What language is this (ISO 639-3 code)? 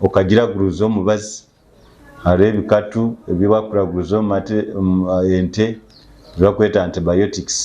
nyn